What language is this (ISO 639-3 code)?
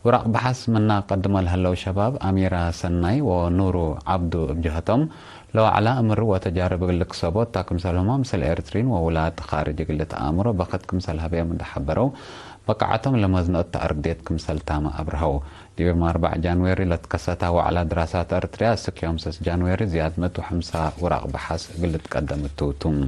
tig